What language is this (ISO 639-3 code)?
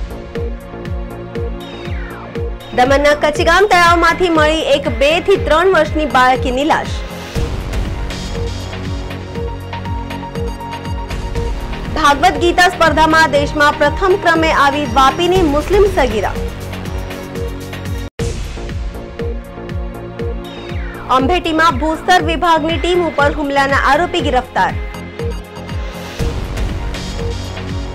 guj